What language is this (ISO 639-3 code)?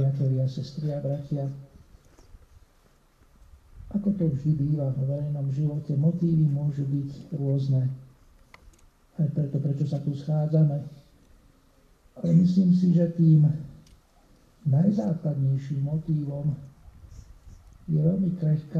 slk